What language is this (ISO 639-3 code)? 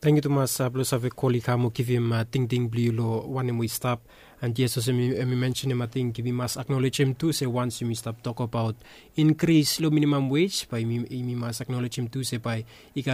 bis